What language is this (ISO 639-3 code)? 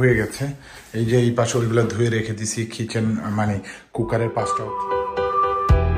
ben